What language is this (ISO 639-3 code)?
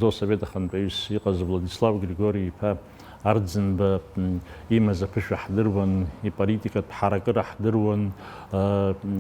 abk